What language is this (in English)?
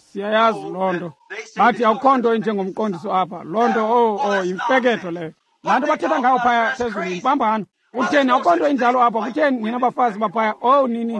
Xhosa